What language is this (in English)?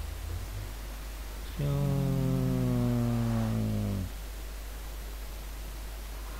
Finnish